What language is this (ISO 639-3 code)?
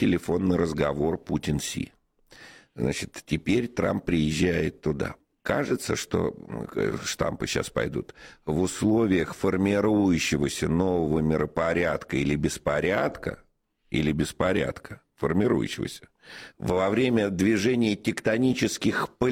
rus